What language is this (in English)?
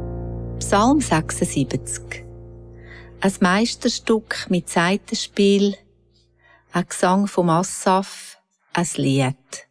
Swiss German